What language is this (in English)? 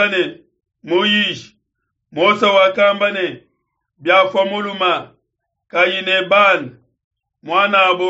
Luba-Lulua